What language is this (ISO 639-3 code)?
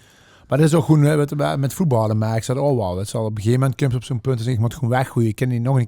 lim